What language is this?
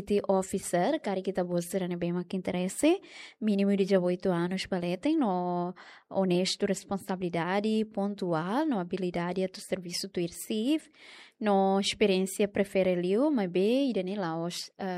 Tetum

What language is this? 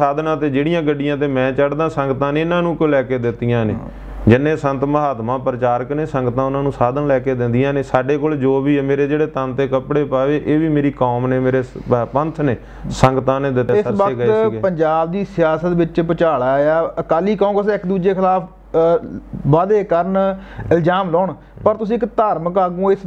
Punjabi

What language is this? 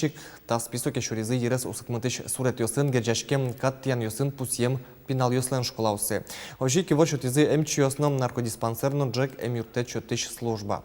Udmurt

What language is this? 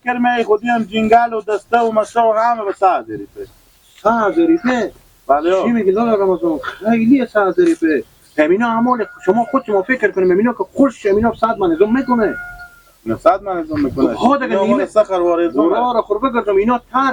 Persian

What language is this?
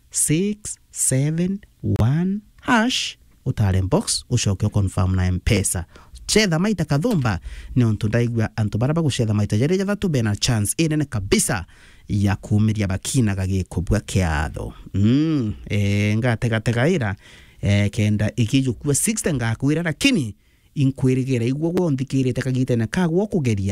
Meru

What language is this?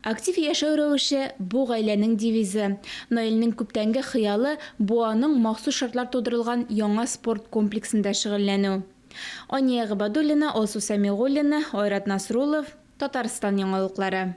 Tatar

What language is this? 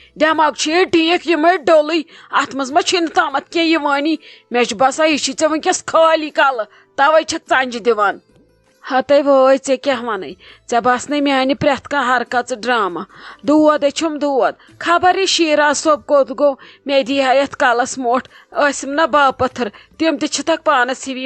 Kashmiri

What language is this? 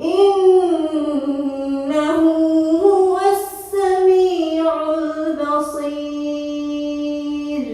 Divehi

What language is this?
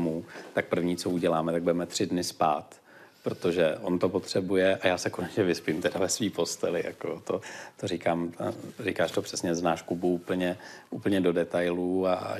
Czech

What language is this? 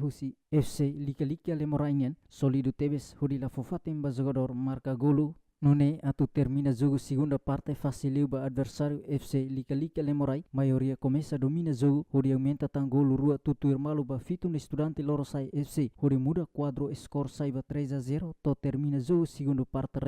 Tetum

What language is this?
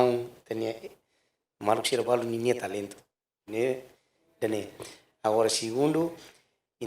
Tetum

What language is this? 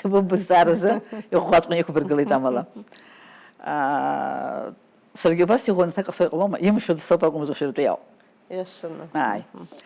Abkhazian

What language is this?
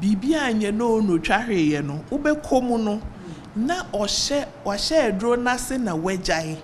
Akan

